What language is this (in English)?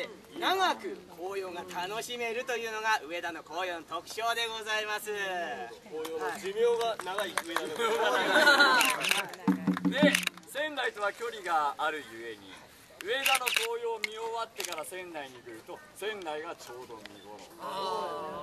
Japanese